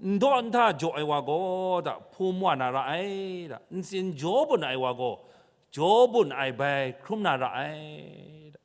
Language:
Kachin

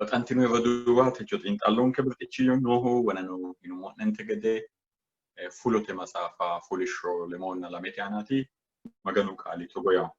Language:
Sidamo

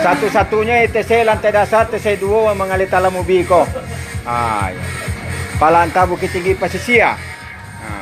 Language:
Minangkabau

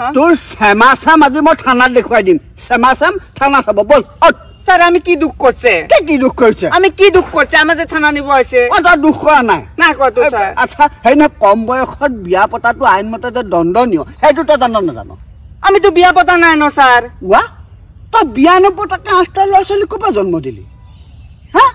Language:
Assamese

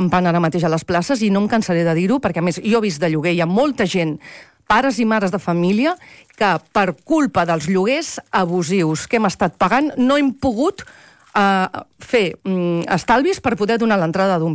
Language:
Catalan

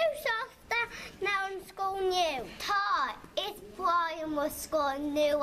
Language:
Irish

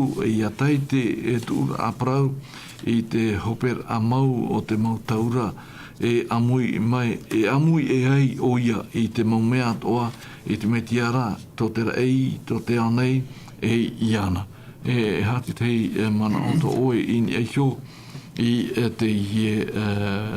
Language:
Tahitian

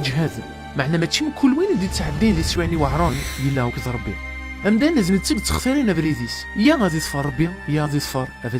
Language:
Kabyle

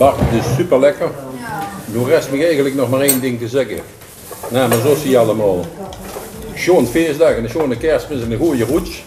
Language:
Limburgish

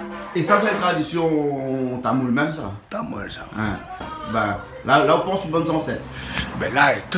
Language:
Réunion Creole French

